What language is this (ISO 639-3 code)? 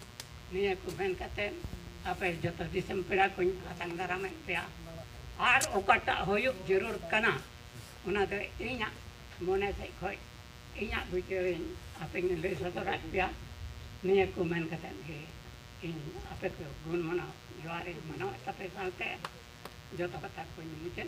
sat